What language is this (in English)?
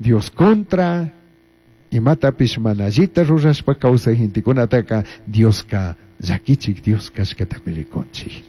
Chimborazo Highland Quichua